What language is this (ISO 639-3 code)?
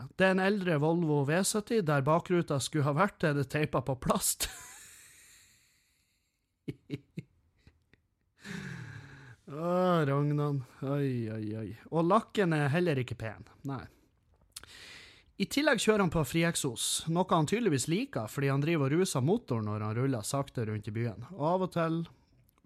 nor